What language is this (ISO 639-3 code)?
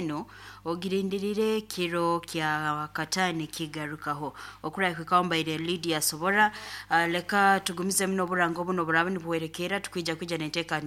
nyo